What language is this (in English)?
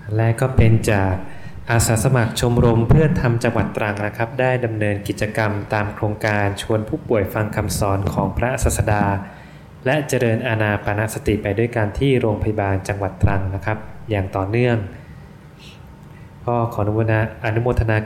Thai